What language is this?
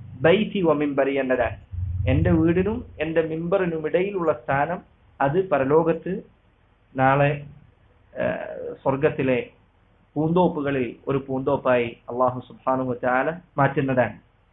Malayalam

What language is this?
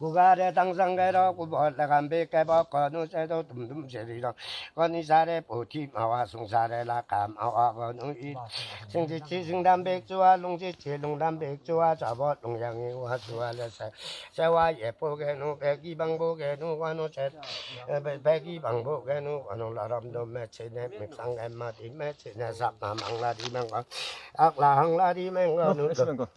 Limbu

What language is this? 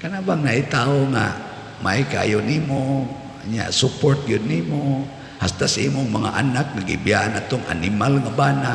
Cebuano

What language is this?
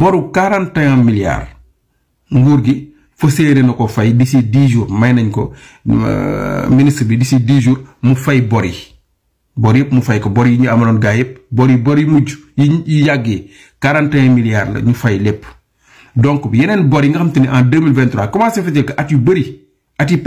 Wolof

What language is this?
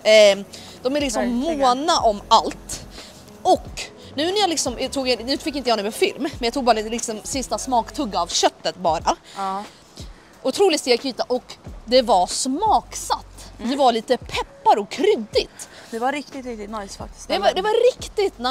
Swedish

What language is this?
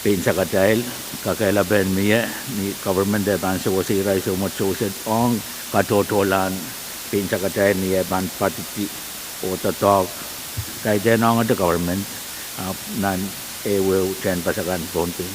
Pohnpeian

